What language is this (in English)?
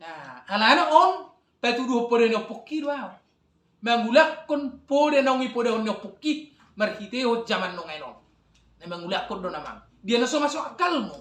Batak Toba